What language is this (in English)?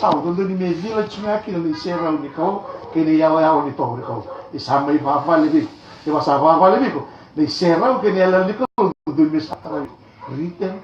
Fijian